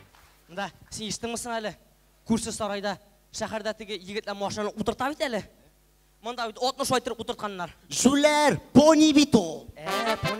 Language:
Tatar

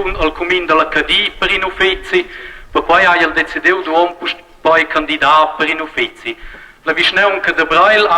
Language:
Romansh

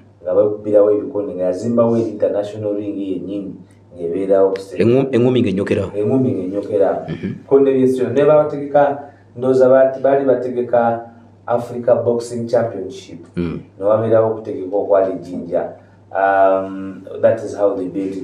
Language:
Ganda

